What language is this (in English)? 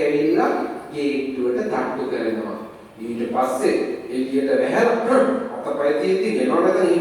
Sinhala